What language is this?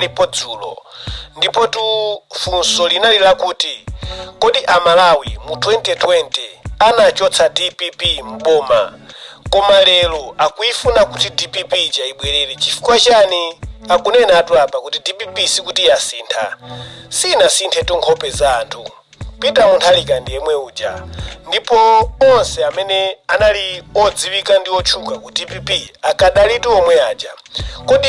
Nyanja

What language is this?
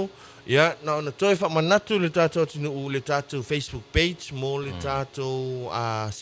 Samoan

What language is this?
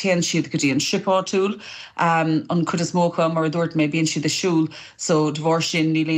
Irish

